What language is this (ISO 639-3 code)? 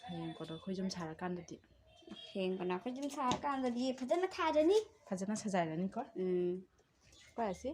mni